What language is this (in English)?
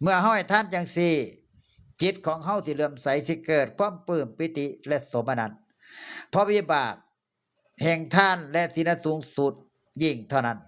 Northeastern Thai